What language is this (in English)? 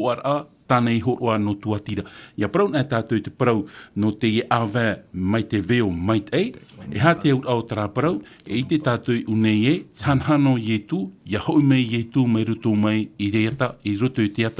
Tahitian